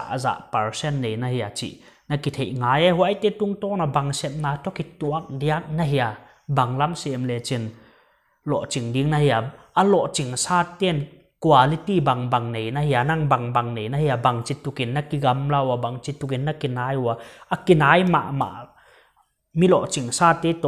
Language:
Paite Chin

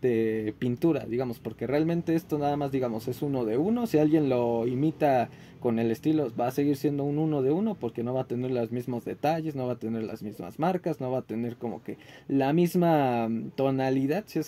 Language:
Spanish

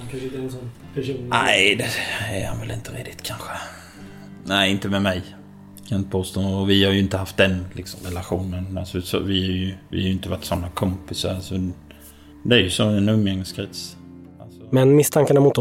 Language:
Swedish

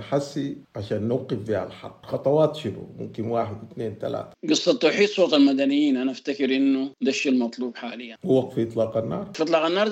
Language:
Sudanese Arabic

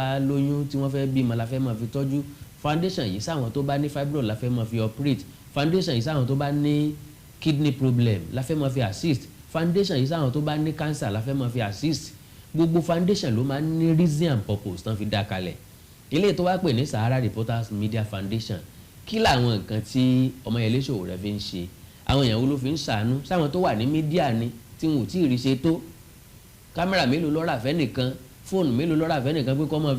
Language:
Yoruba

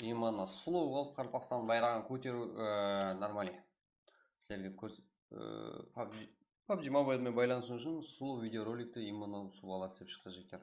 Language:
Kara-Kalpak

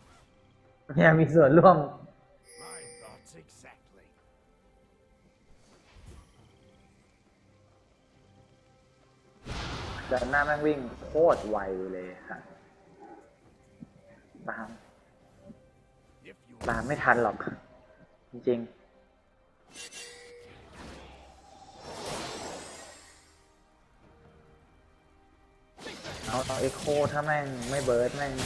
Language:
Thai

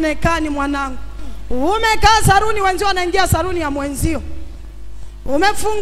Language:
Swahili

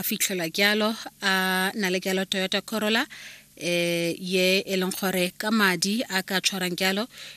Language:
Tswana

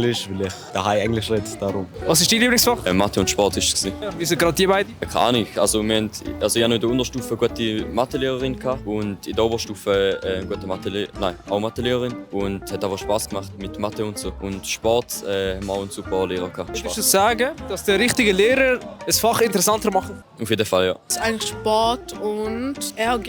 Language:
Swiss German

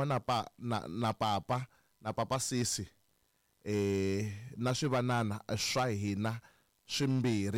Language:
Tsonga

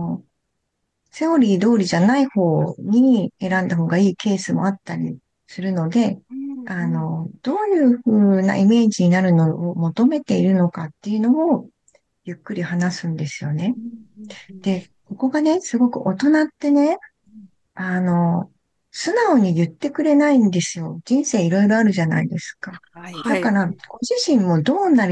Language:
Japanese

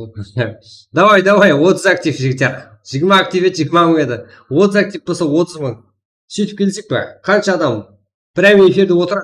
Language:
Kara-Kalpak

